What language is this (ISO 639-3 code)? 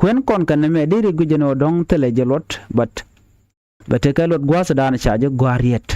nus